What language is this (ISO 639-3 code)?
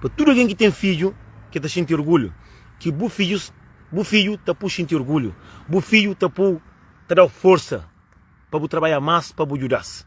kea